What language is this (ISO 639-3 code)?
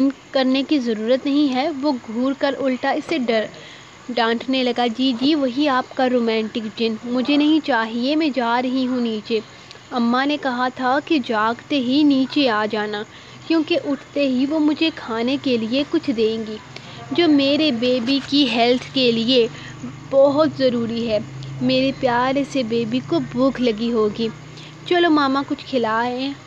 urd